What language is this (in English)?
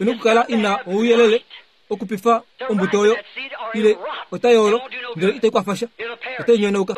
Kuanyama